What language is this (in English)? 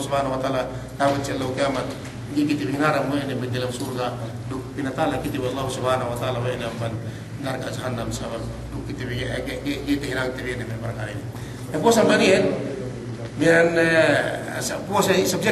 Yakan